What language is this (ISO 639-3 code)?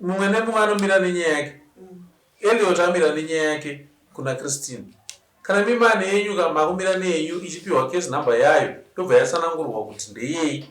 sna